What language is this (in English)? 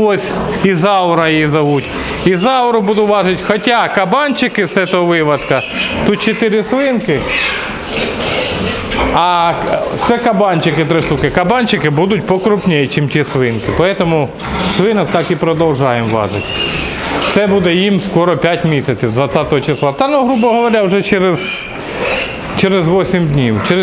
Ukrainian